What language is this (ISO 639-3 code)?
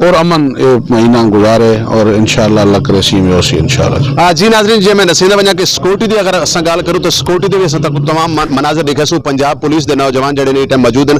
skr